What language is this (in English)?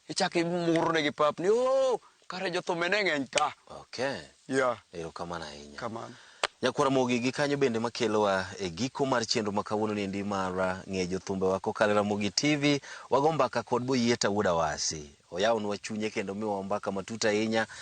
Luo (Kenya and Tanzania)